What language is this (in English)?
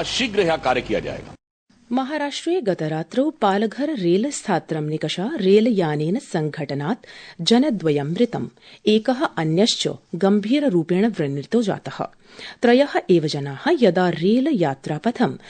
Sanskrit